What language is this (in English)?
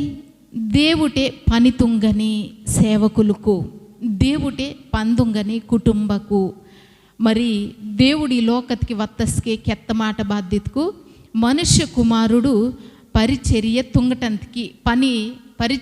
Koya